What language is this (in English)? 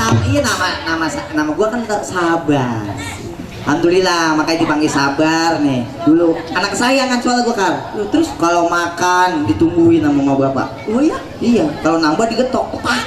Betawi